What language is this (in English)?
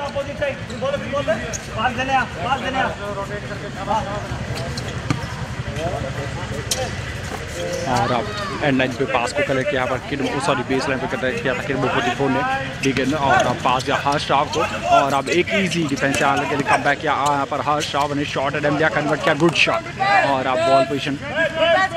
Hindi